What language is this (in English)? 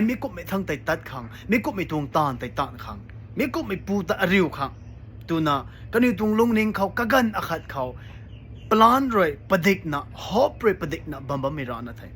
Rongmei Naga